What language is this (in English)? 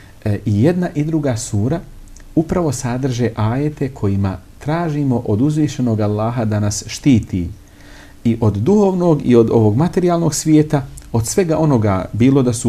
Bosnian